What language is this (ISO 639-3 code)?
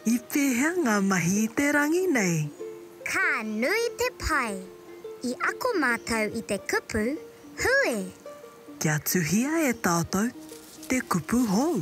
mri